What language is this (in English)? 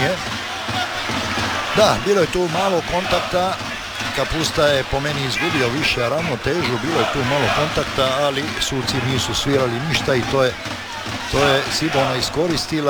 Croatian